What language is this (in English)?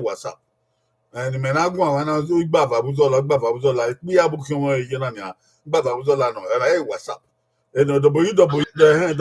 Bini